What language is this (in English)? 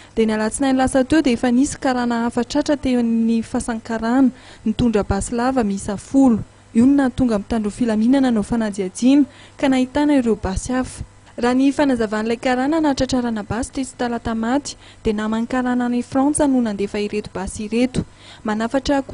Malagasy